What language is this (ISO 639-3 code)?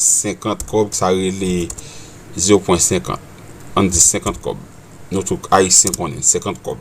hat